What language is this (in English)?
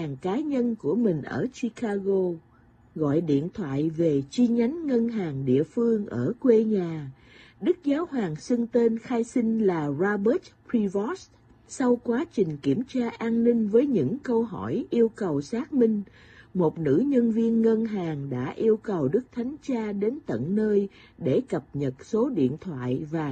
Vietnamese